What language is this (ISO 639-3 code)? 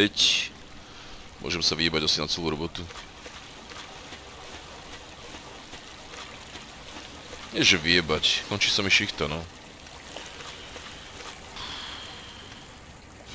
slk